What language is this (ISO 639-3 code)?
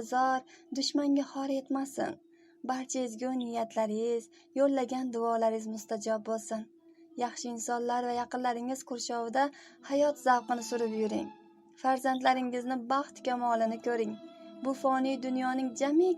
uzb